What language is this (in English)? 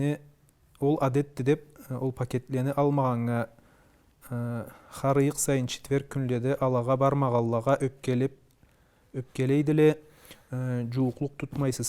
Karachay-Balkar